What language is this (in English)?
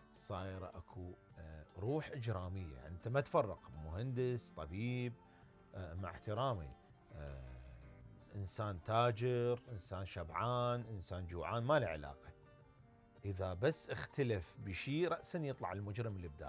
Mesopotamian Arabic